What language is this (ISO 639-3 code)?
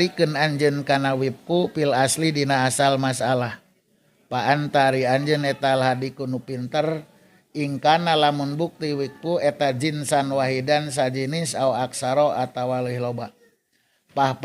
sun